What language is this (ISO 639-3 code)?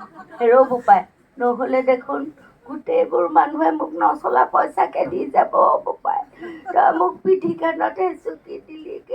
asm